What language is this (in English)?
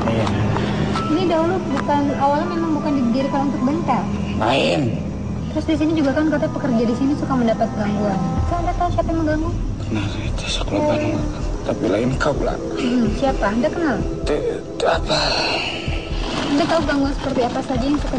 Indonesian